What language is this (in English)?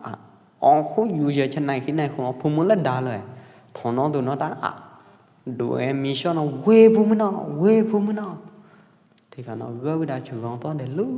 Pwo Eastern Karen